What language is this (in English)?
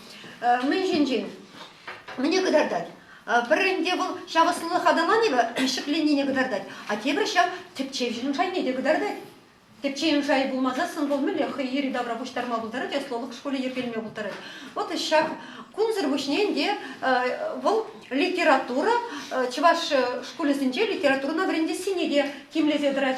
Chuvash